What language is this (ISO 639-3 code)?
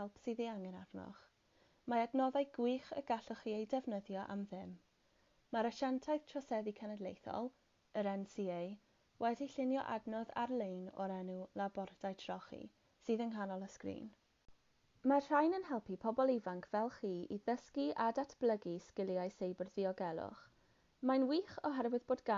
cym